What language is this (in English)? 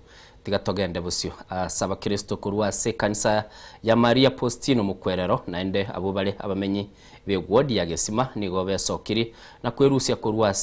Gusii